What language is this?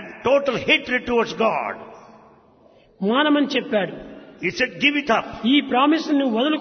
Telugu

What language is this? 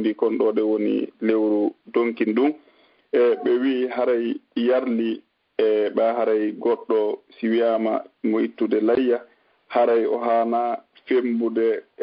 Fula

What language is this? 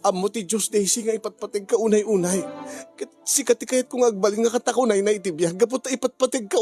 Iloko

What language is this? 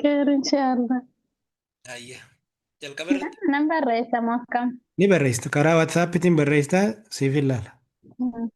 Oromo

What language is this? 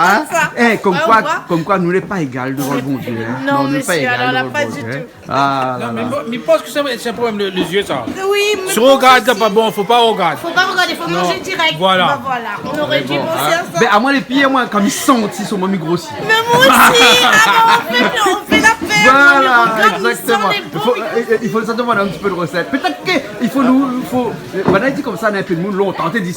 Réunion Creole French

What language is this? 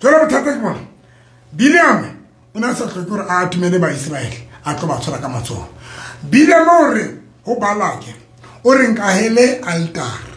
Southern Sotho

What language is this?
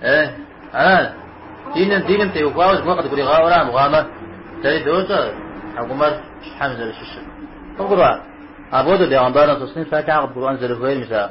Kabardian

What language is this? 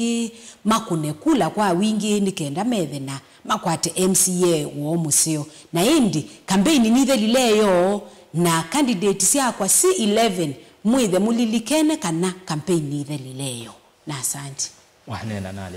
Kamba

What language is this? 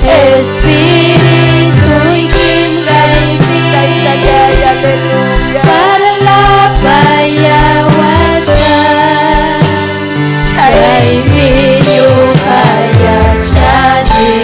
Ayacucho Quechua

